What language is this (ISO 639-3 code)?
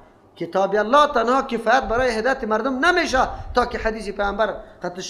fas